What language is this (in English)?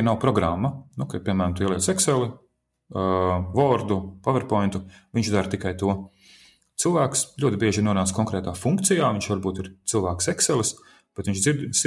Latvian